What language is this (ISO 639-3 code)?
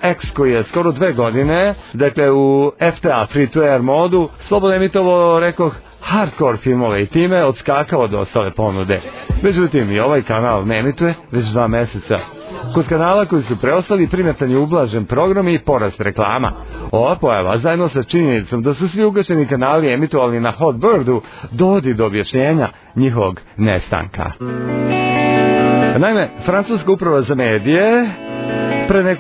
srp